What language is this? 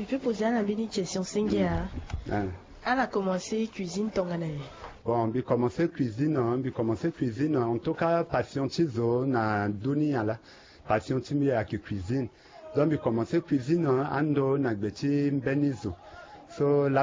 Sango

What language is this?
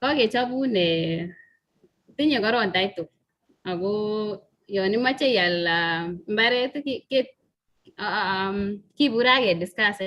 Kalenjin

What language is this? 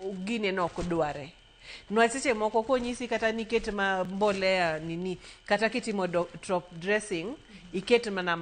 Luo (Kenya and Tanzania)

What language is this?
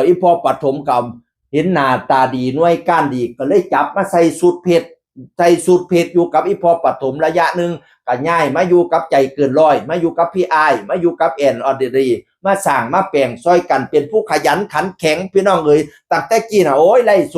Northeastern Thai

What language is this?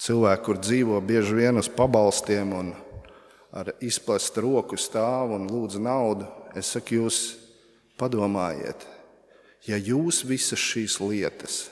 Latvian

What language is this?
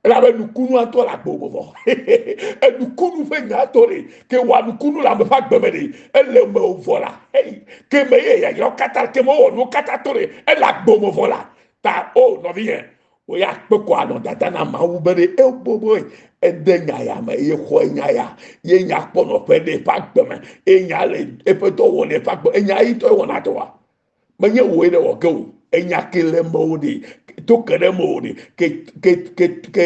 Ewe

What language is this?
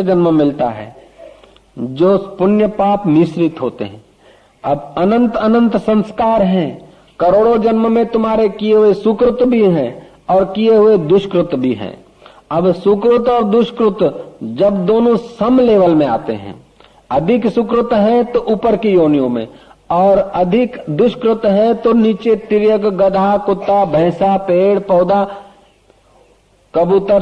Hindi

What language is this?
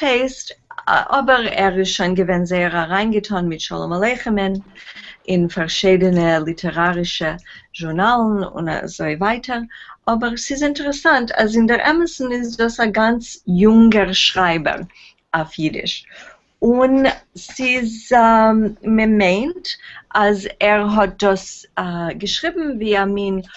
Yiddish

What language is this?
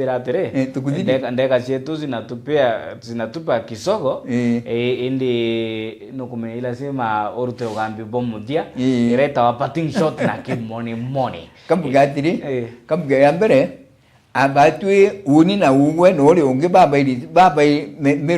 Meru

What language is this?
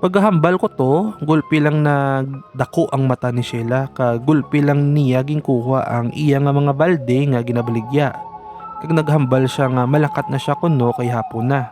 Hiligaynon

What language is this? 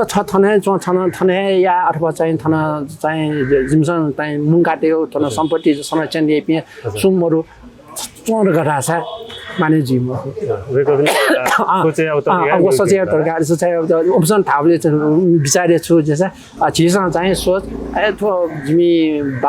Newari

